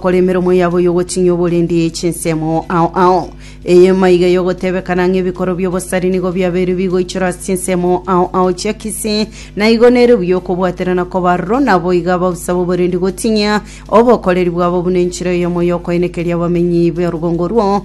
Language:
Gusii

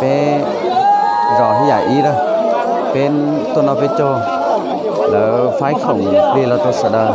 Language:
Hmong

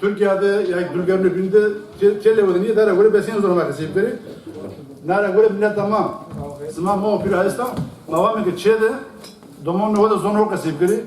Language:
Zaza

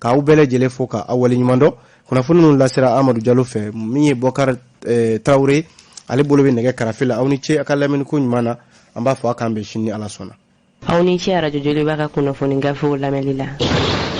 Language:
Bambara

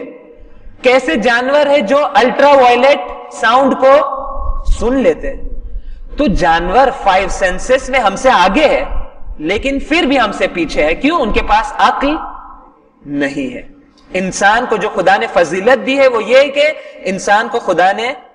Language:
Urdu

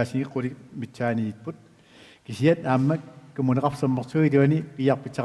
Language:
Kalaallisut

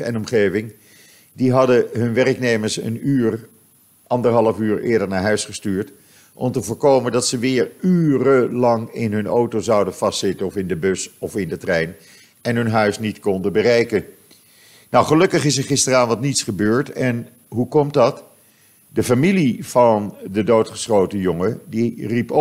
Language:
Dutch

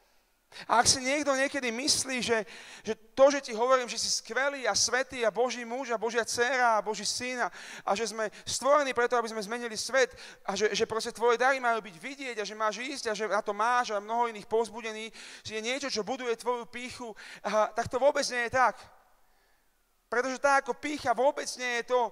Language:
Slovak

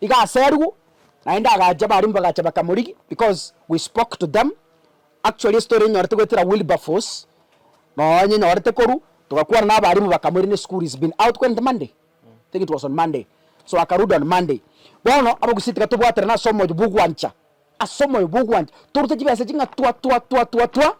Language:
Gusii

